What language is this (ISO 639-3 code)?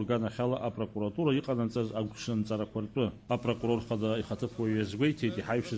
abk